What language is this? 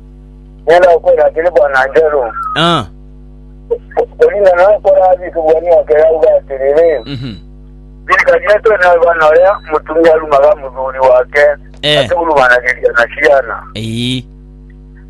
Swahili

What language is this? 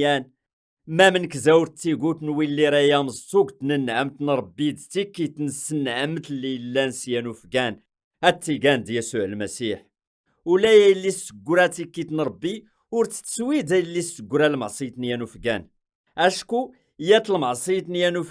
Kabyle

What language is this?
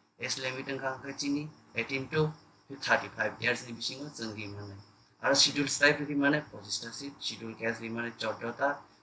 Kok Borok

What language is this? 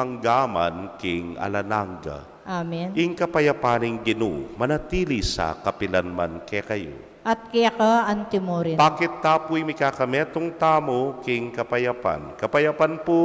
Pampanga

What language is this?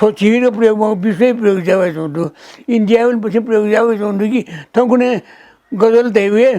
Newari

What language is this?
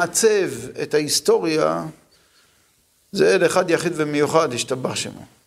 Hebrew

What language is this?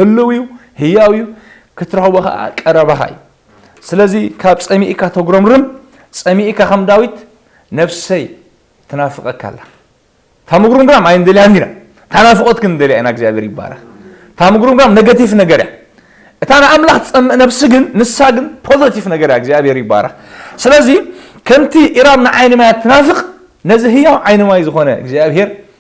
Tigrinya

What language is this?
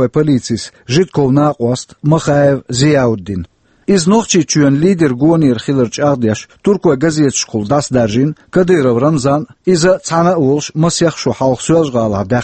Chechen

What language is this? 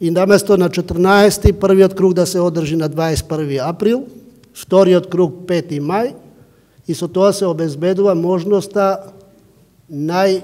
Macedonian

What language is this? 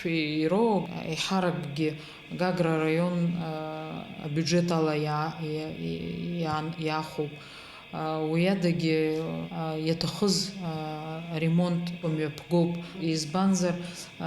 Abkhazian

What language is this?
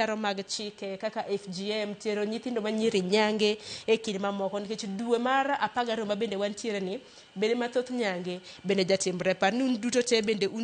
Luo (Kenya and Tanzania)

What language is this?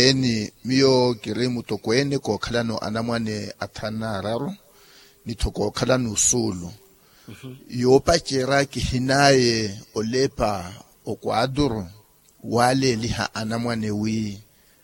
Makhuwa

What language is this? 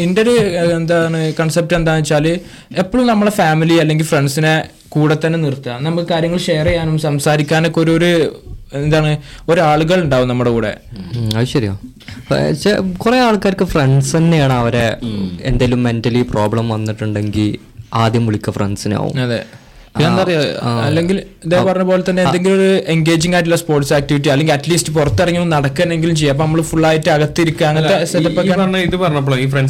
Malayalam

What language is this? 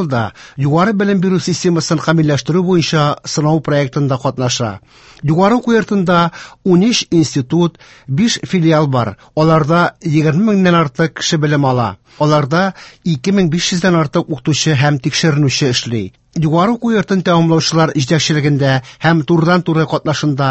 Tatar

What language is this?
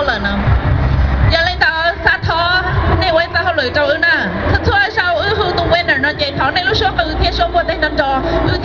Hmong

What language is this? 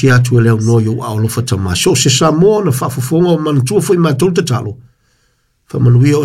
Samoan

